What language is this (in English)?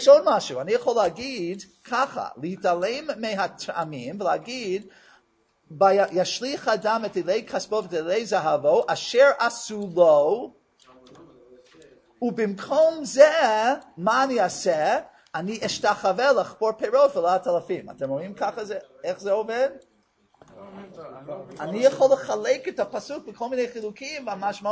Hebrew